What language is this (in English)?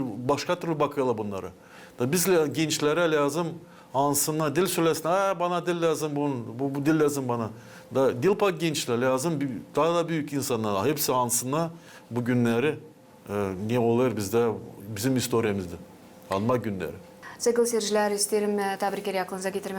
Gagauz